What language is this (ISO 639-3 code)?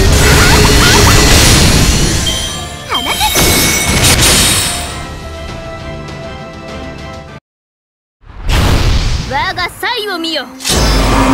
jpn